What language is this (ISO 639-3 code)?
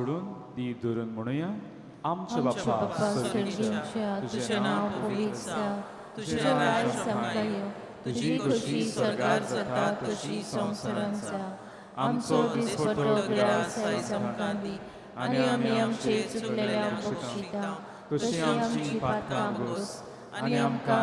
kok